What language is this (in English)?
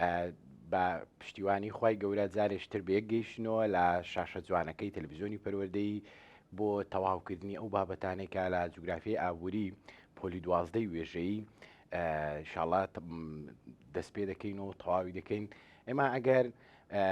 Central Kurdish